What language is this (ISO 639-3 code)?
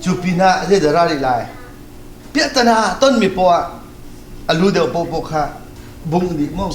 cnh